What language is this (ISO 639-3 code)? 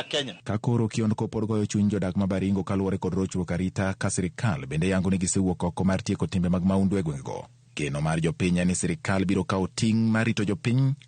luo